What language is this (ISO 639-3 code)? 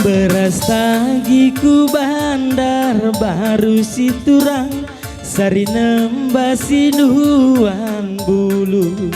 btx